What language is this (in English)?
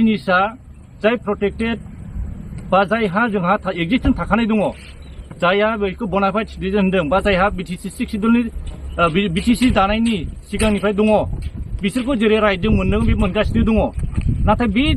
Bodo